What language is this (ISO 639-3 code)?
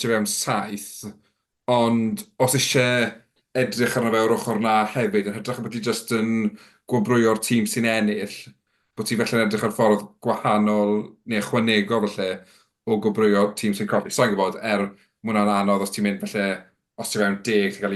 cym